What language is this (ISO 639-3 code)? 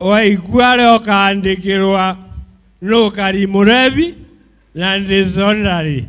mer